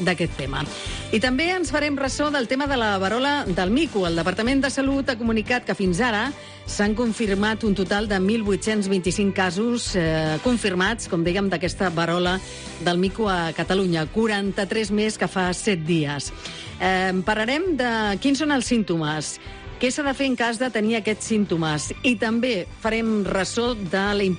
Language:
Catalan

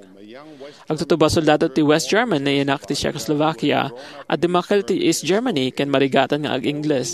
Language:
Iloko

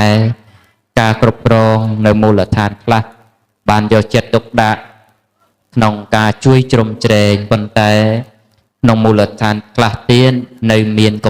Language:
Khmer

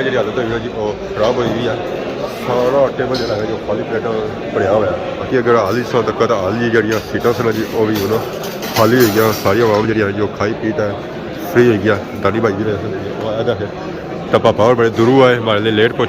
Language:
Pahari-Potwari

